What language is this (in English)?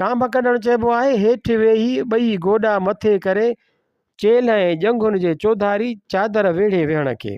Sindhi